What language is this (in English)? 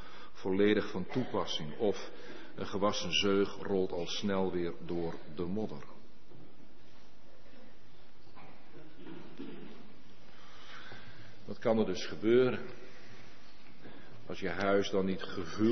Dutch